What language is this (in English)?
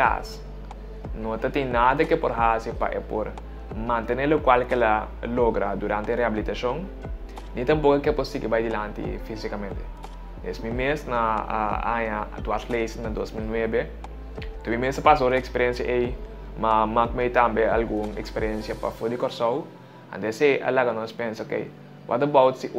Papiamento